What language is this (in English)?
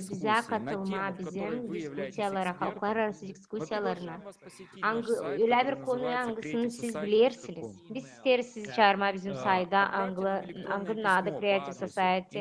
Gagauz